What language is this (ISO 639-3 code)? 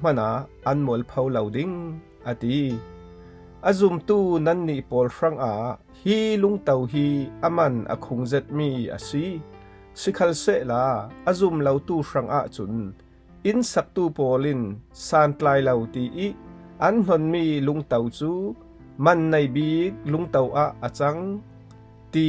cfm